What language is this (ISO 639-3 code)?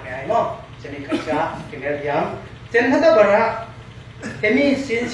cfm